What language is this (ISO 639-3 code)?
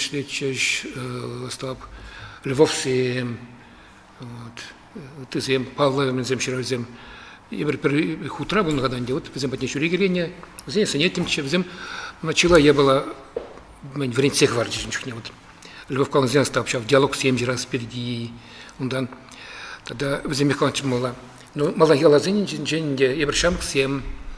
chv